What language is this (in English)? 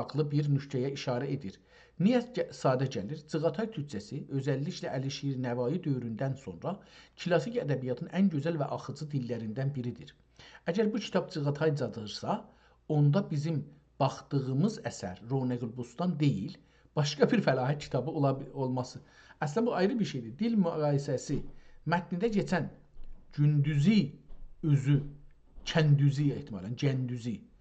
South Azerbaijani